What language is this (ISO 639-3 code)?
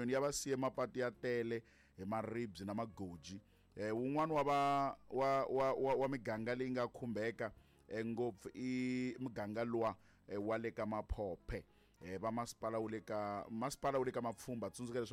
tso